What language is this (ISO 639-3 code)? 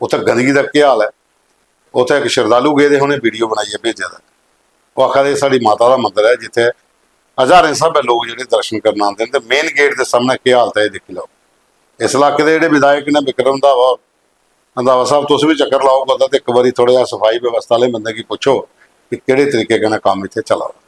doi